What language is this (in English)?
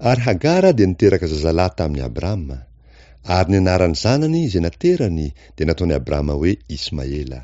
Malagasy